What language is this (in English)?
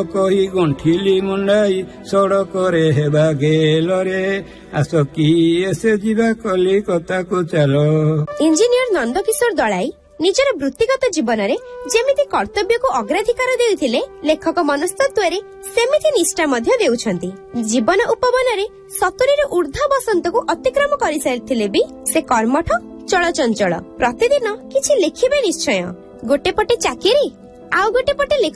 Odia